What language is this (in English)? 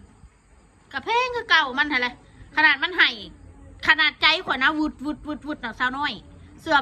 Northeastern Thai